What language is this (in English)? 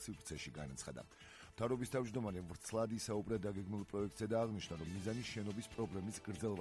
Georgian